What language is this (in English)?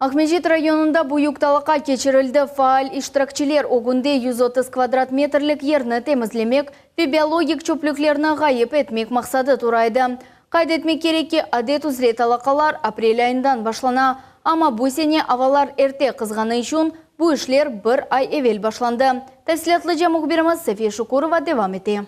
Crimean Tatar